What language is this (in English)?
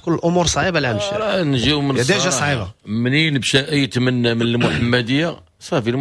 Moroccan Arabic